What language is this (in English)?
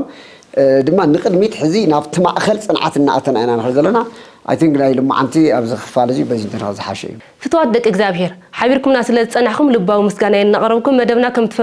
Tigrinya